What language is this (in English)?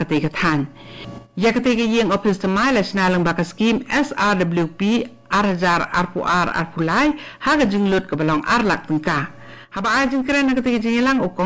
Khasi